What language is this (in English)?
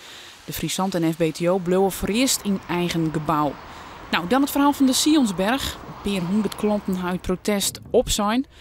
Western Frisian